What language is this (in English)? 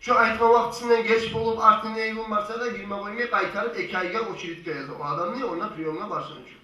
Kumyk